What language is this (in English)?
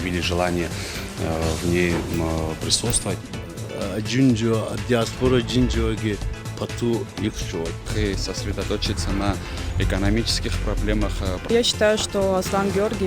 Abkhazian